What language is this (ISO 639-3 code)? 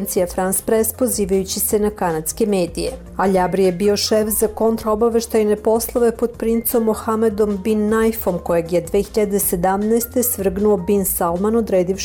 srp